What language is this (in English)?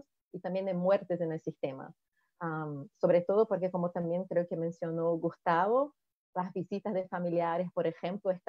Spanish